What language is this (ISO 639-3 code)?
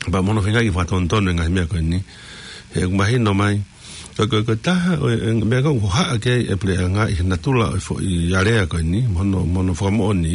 ton